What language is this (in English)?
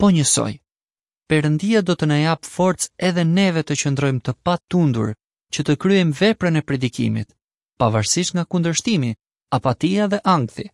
Albanian